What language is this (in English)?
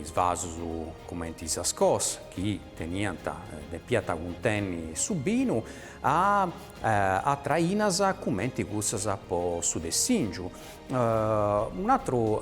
Sardinian